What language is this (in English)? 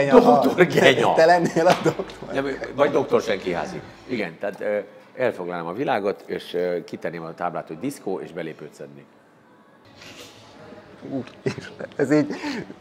Hungarian